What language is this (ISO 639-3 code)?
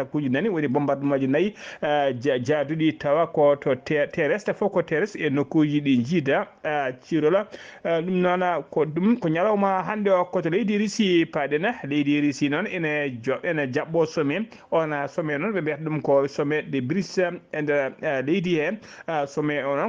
ful